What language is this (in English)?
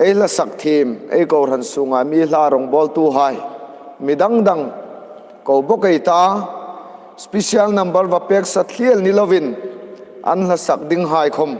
Hmar